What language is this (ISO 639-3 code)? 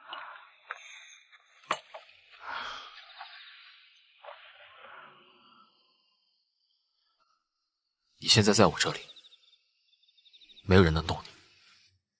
zho